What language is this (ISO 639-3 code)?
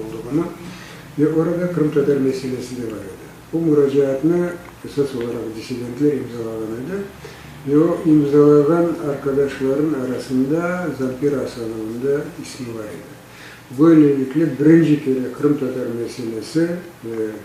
crh